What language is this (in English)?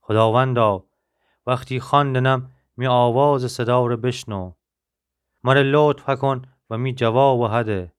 Gilaki